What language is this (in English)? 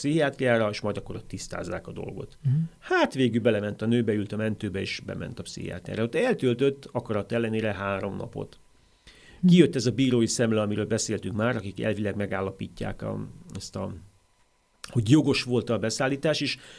Hungarian